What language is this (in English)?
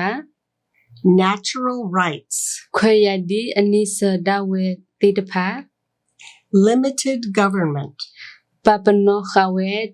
S'gaw Karen